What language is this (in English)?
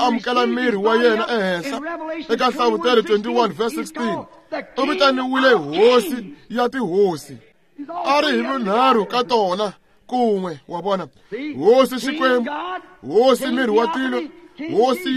Tsonga